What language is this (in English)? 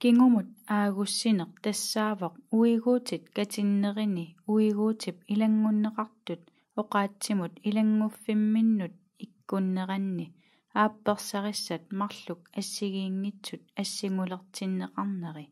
Kalaallisut